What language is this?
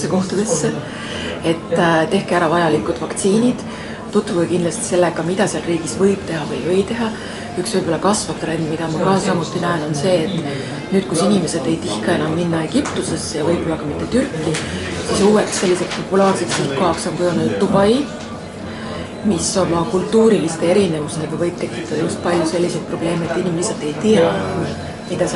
Estonian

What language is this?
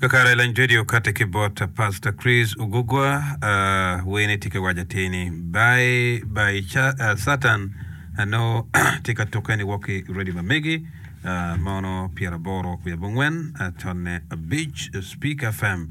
Acoli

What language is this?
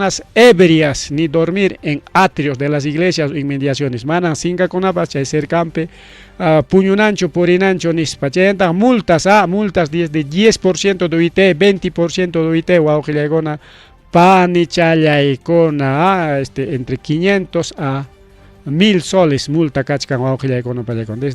Ayacucho Quechua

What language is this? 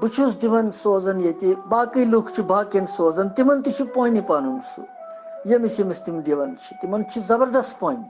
Kashmiri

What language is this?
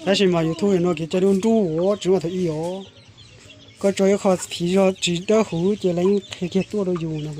Hmong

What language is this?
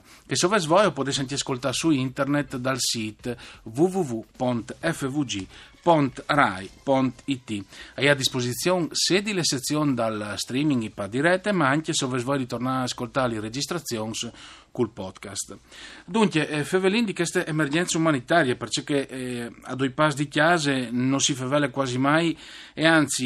Friulian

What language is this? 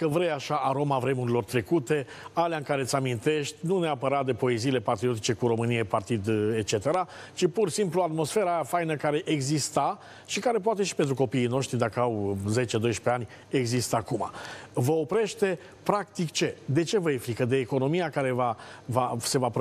Romanian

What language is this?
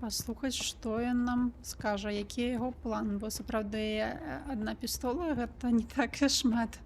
Belarusian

